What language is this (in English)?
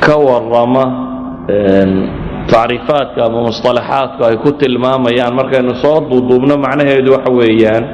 Somali